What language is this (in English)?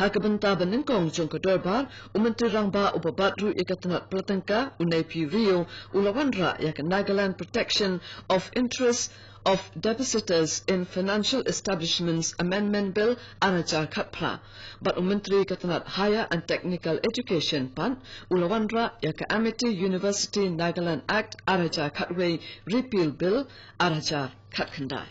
Khasi